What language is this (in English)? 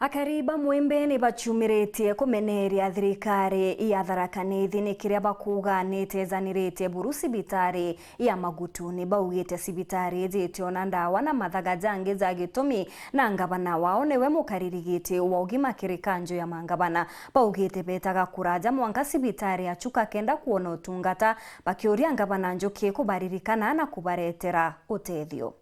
Meru